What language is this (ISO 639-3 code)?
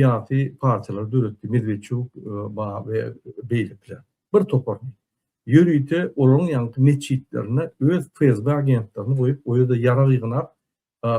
tuk